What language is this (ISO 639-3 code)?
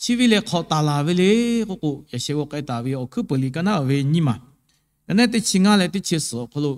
lhu